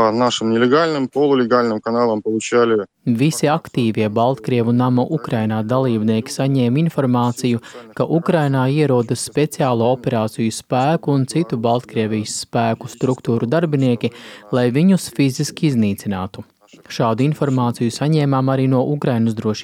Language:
Latvian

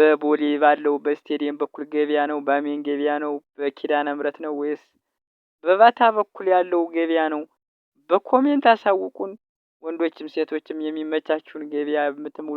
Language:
Amharic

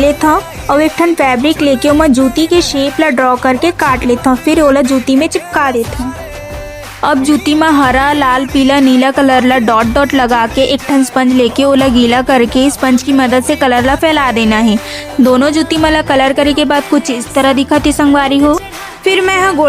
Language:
Chhattisgarhi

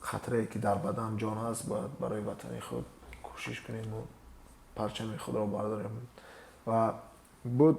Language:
Tajik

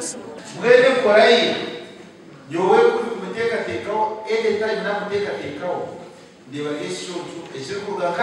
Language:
Nyankole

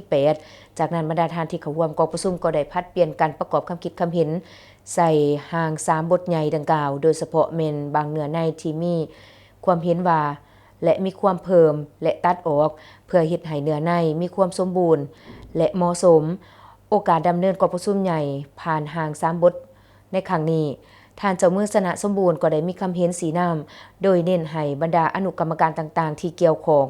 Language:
Lao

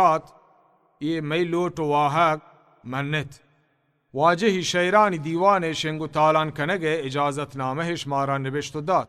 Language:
Baluchi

